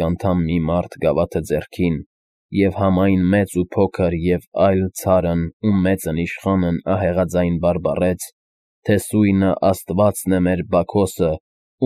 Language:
Armenian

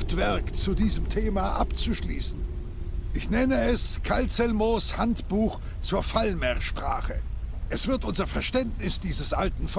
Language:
Swiss German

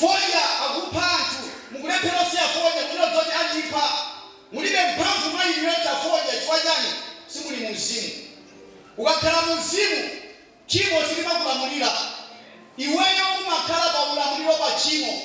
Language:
Nyanja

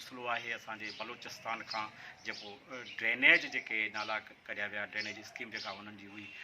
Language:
Sindhi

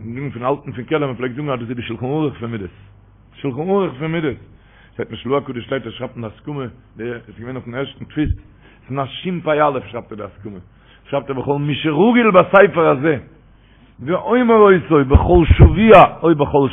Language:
Yiddish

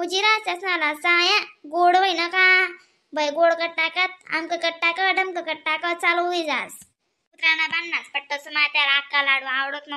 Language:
Khandesi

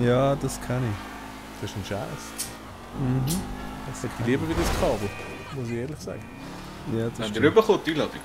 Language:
Swiss German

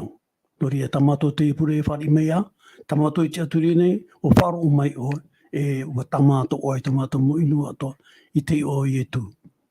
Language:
Tahitian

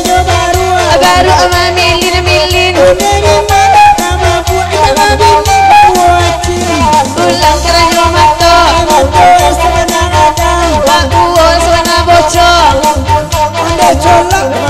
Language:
Minangkabau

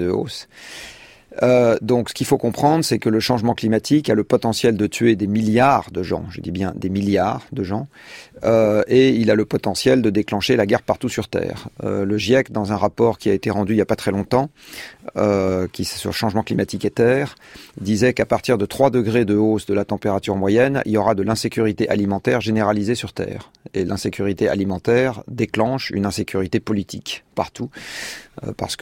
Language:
French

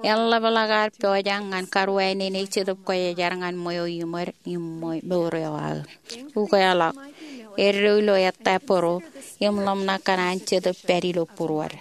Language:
Marshallese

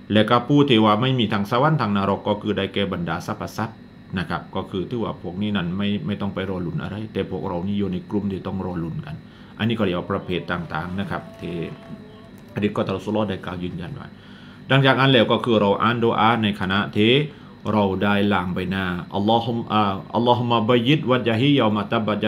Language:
Thai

